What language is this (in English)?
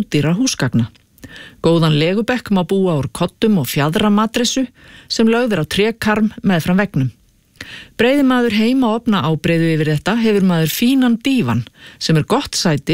Icelandic